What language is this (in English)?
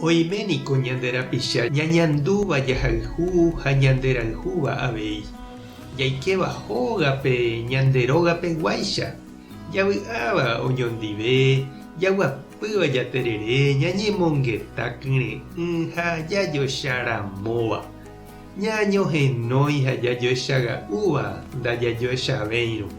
Guarani